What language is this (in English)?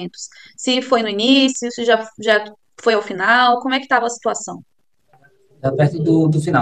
Portuguese